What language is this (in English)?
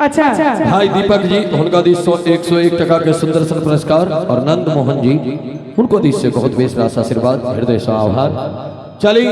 Maithili